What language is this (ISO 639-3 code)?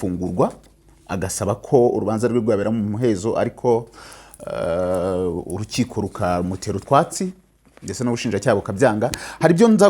kin